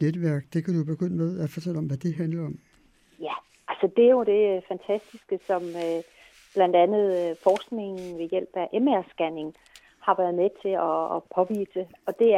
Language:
Danish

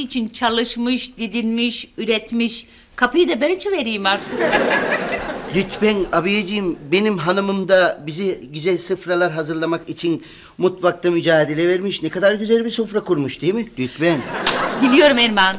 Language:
Turkish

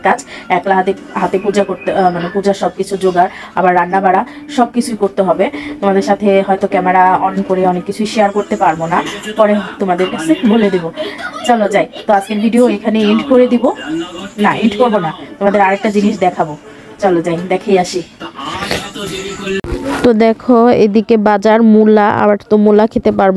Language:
Bangla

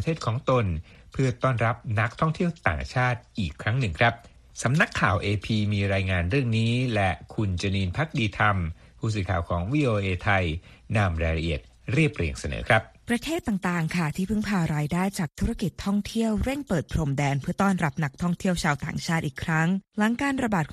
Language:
Thai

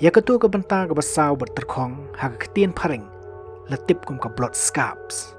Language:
Khasi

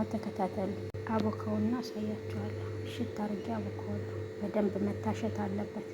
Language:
Amharic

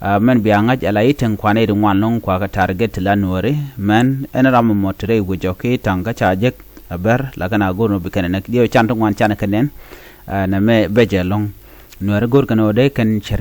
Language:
Nuer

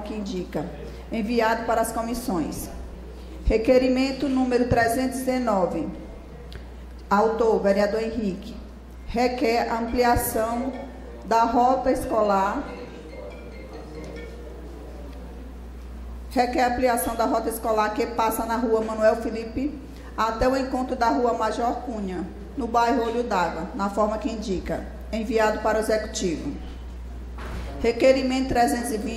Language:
Portuguese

